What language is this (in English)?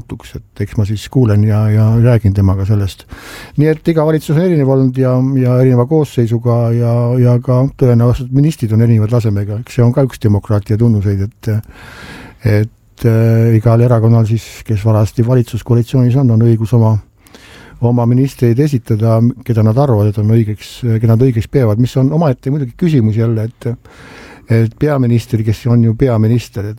Estonian